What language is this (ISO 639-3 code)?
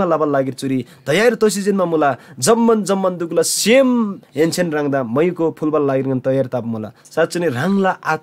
taj